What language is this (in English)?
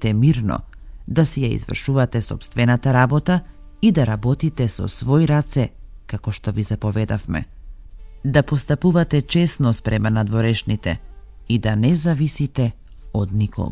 Macedonian